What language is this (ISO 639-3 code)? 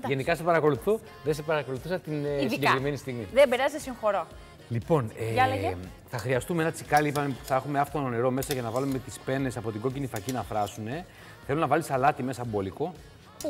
ell